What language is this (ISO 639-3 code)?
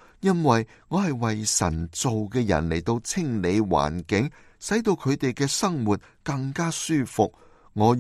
yue